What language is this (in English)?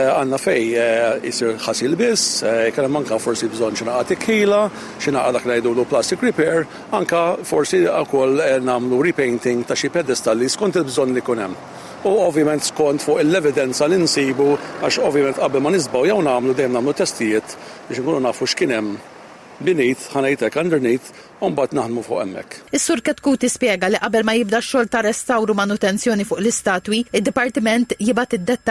Maltese